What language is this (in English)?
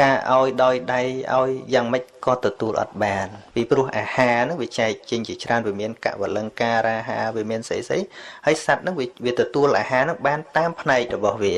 Khmer